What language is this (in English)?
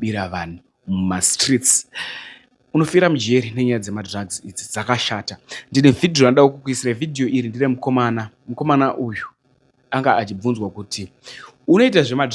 Shona